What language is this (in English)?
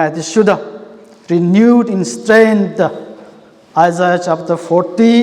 Tangkhul Naga (India)